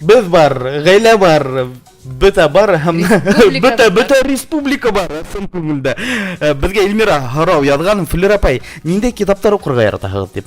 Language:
Bashkir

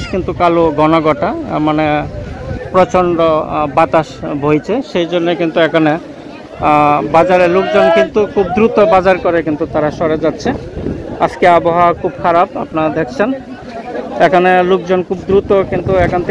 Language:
Bangla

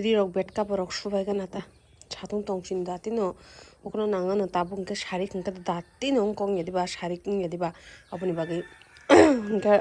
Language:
Kok Borok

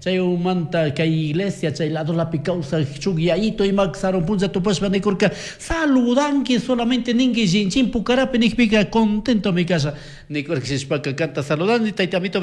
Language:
Chimborazo Highland Quichua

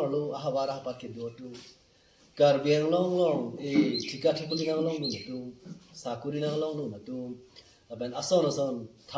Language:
Karbi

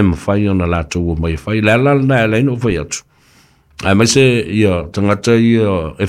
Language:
Samoan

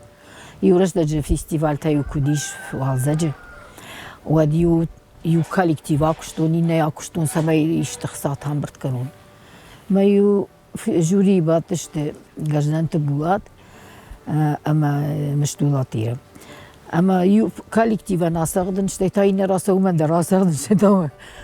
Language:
Ossetic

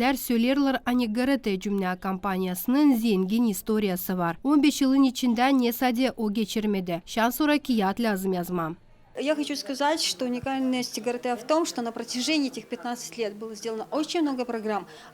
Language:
Gagauz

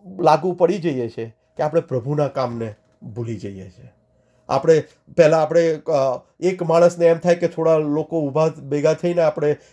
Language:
Gujarati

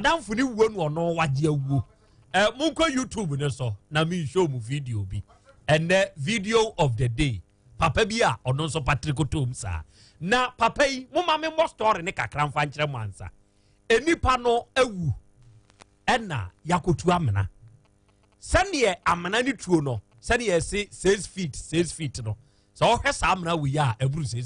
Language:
Akan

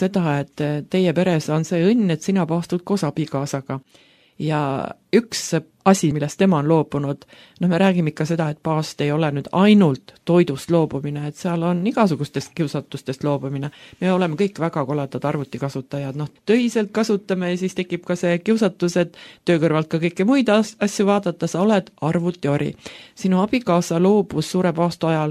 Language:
Estonian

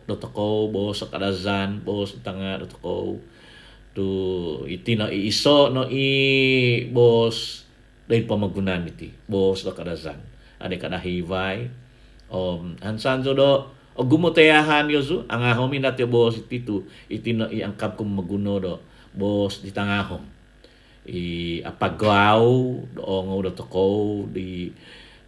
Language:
Central Dusun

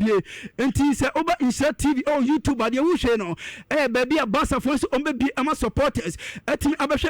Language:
Akan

